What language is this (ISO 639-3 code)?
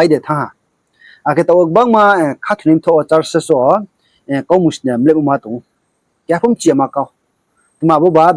ria